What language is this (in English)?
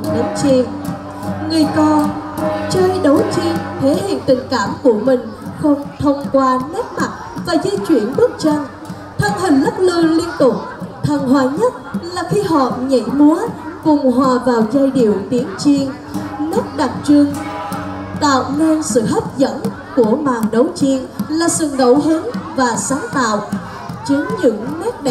Vietnamese